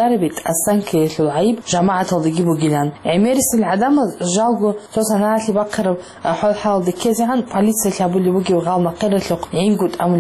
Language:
Avaric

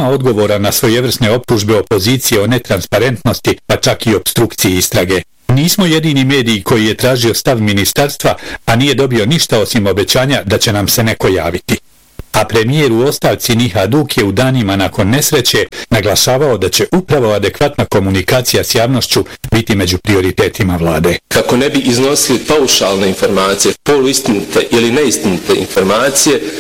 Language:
Bosnian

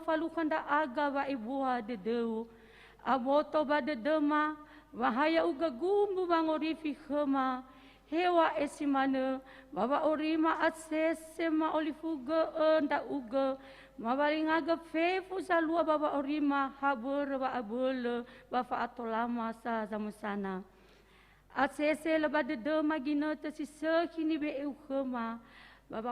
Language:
Nias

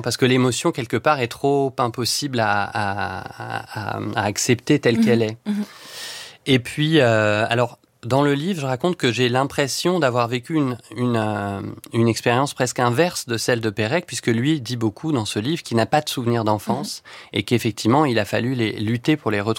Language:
French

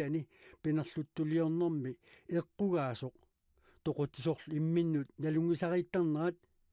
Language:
Kalaallisut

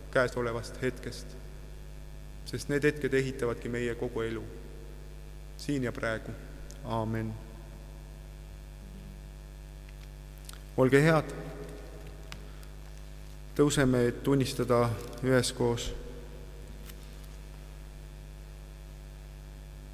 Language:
Estonian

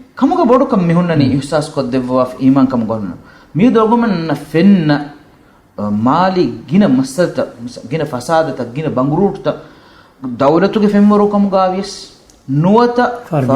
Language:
Divehi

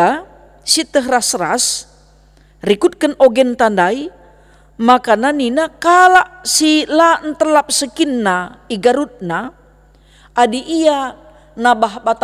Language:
Batak Karo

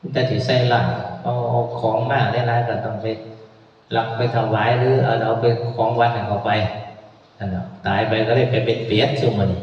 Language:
Northeastern Thai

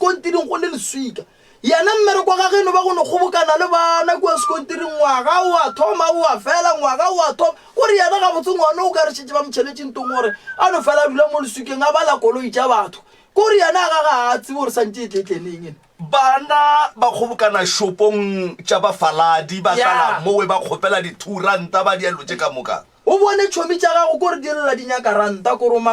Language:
Northern Sotho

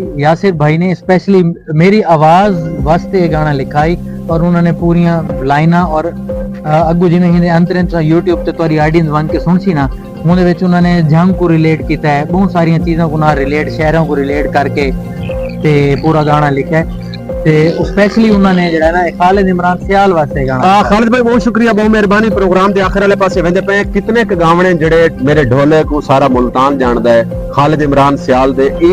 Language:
Saraiki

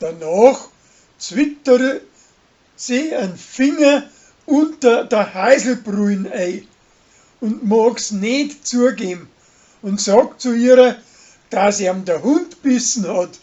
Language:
Bavarian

